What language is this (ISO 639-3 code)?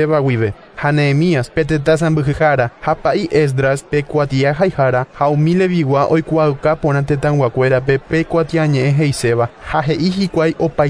grn